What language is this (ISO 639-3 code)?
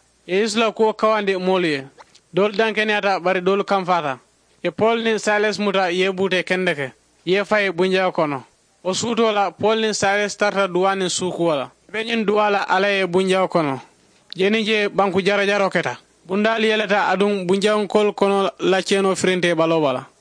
man